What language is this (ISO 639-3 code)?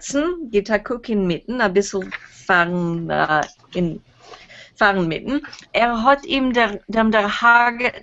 yid